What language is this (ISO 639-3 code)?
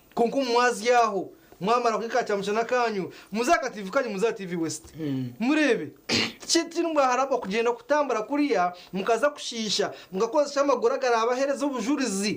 nyn